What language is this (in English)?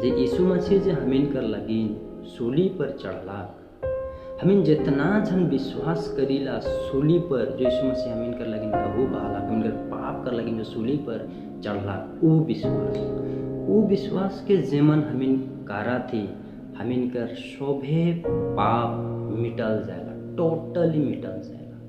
Sadri